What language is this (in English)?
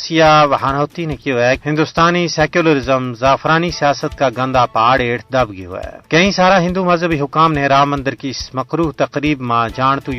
Gujari